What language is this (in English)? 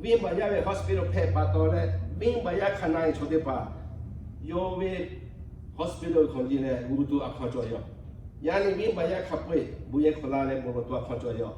Lahu